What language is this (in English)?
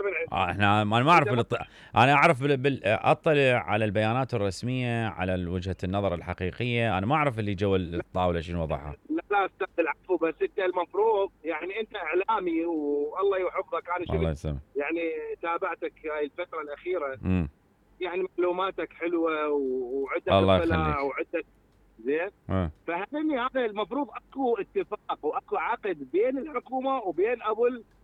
Mesopotamian Arabic